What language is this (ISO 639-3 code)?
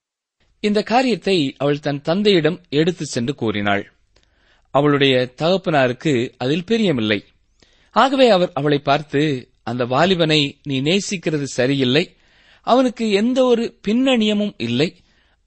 tam